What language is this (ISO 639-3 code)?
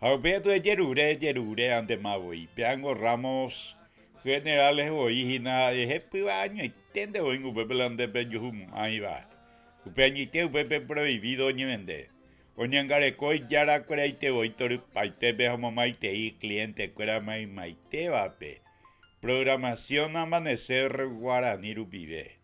grn